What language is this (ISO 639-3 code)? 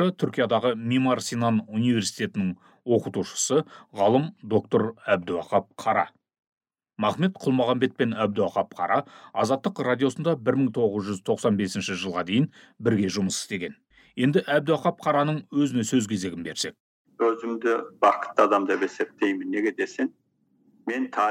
kaz